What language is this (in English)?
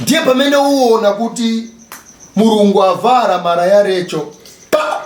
Nyanja